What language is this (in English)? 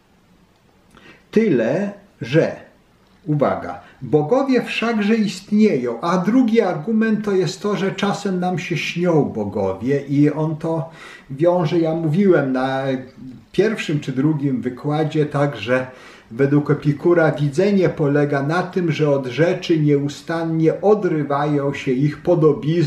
Polish